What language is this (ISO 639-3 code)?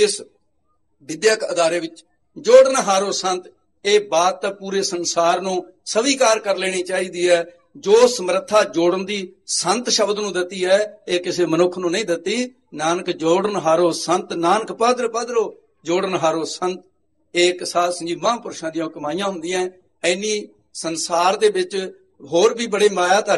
pan